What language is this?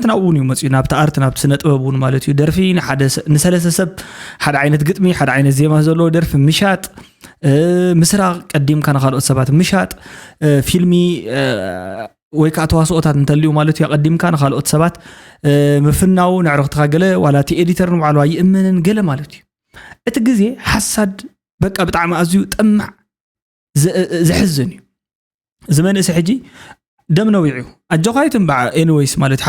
Tigrinya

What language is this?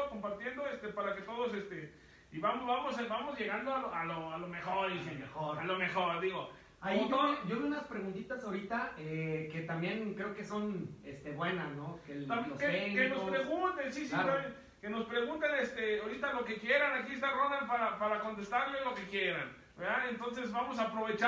Spanish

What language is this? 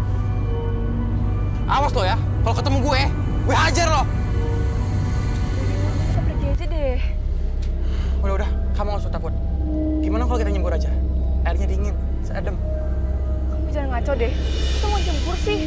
Indonesian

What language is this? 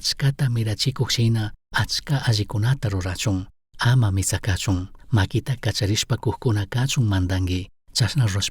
Chimborazo Highland Quichua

